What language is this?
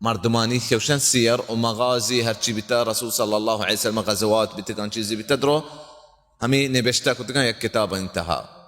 Baluchi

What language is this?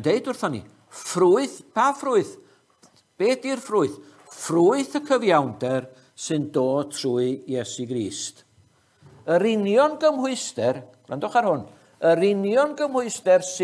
Welsh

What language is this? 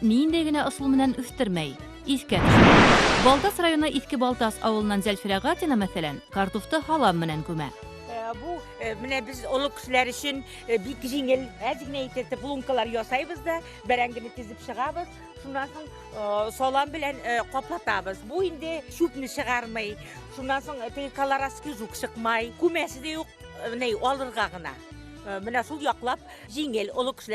Bashkir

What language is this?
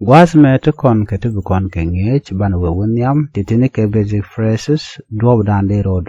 Nuer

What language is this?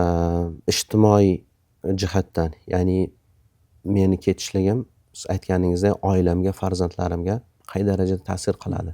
Uzbek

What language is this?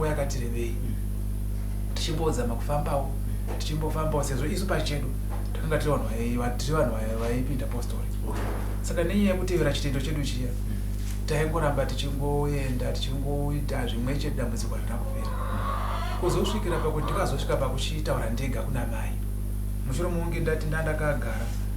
Shona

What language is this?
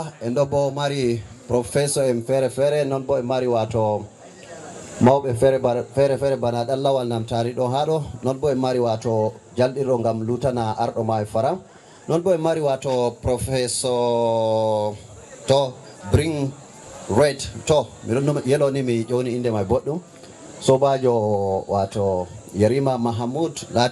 Fula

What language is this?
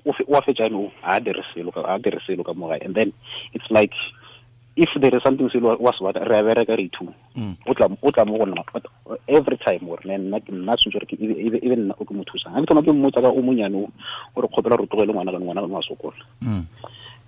Tswana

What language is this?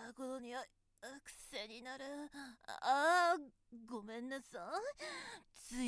Japanese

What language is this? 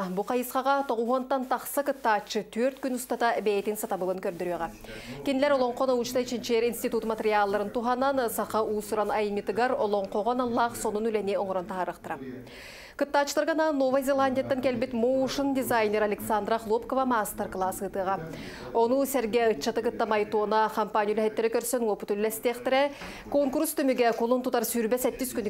Yakut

